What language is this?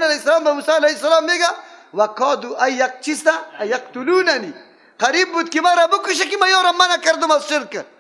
Persian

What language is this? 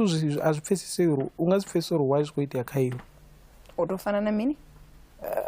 Venda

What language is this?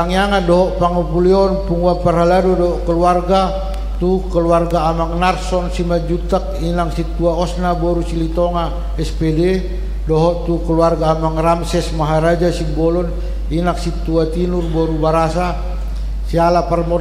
Batak Toba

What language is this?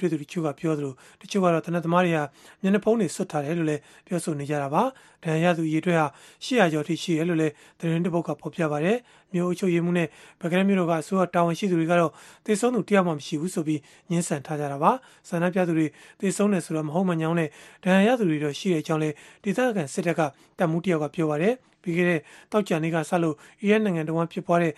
Burmese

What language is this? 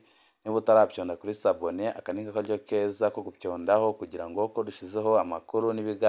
Rundi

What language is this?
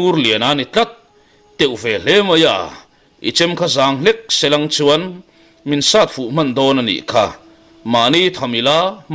Mizo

